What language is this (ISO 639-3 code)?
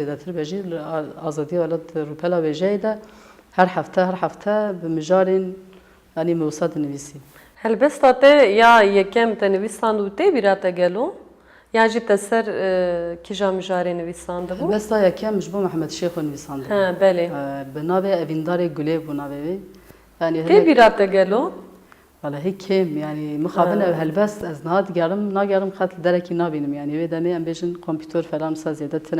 kur